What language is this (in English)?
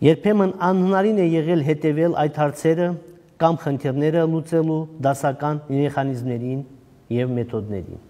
Armenian